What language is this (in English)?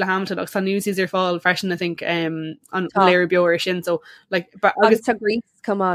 Irish